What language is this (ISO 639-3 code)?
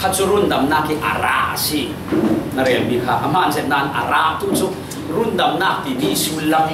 cfm